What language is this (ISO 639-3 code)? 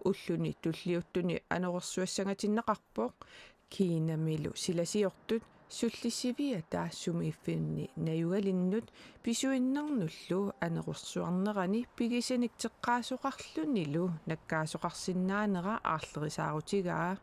kal